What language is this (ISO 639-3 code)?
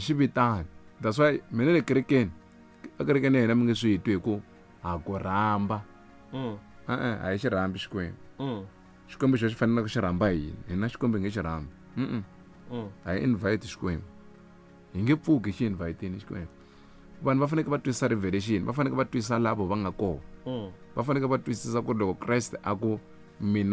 tso